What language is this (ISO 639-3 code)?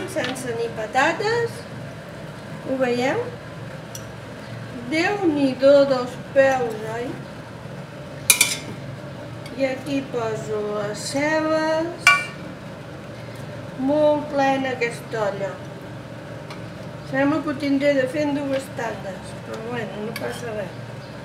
cat